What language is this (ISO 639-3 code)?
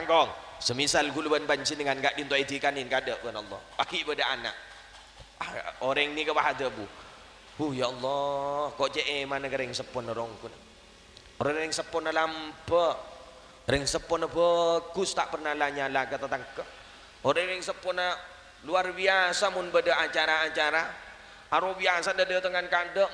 mad